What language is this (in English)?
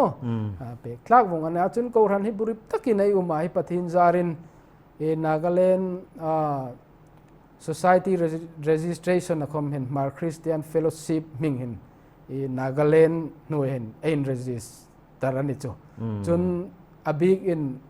Hmar